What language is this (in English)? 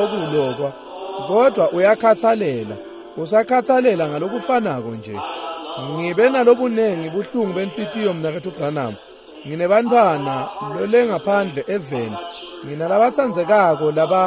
Swati